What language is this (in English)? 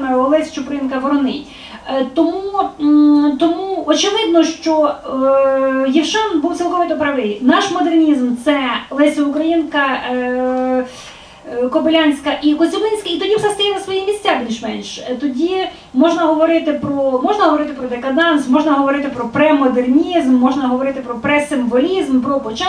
Ukrainian